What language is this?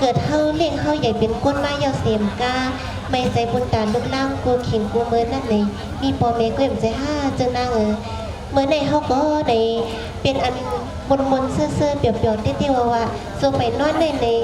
Shan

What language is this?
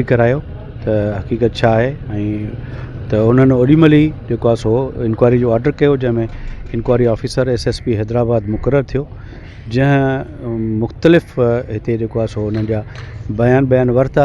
Sindhi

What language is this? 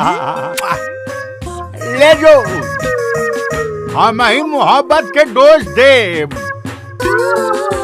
Bhojpuri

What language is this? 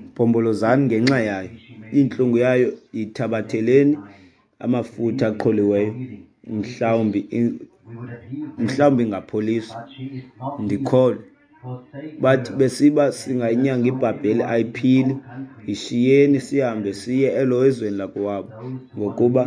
Xhosa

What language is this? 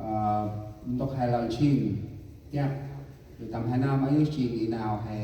Central Mnong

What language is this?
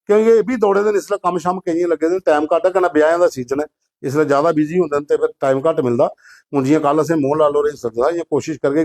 Dogri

